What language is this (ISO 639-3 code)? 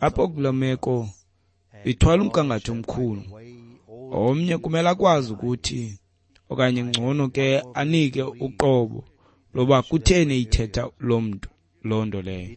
xho